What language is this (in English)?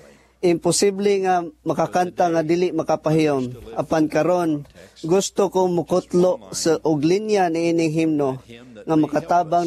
Cebuano